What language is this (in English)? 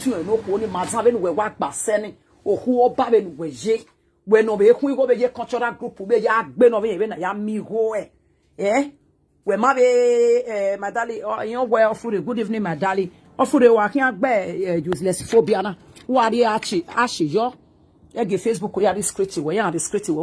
Nigerian Pidgin